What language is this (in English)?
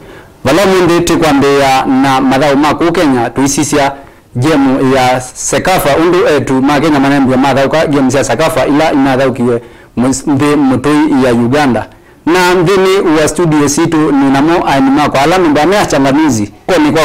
Kamba